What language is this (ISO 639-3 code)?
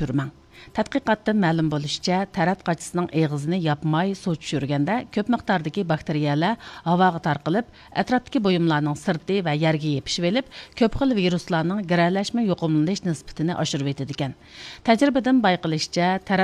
uig